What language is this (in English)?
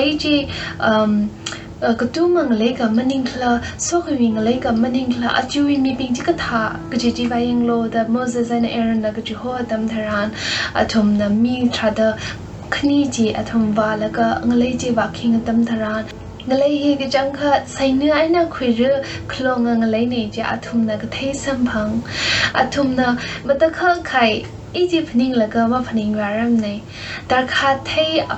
Tangkhul Naga (India)